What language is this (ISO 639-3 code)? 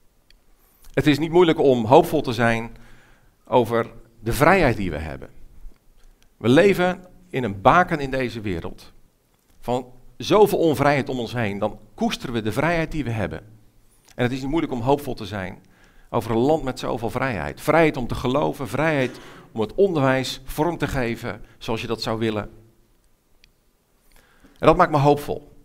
nld